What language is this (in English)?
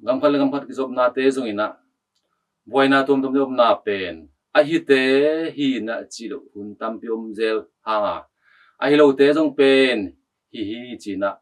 Tedim Chin